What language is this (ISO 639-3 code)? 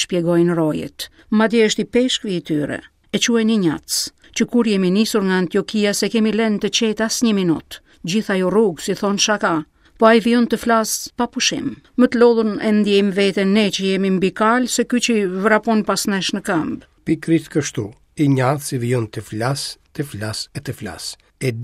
sqi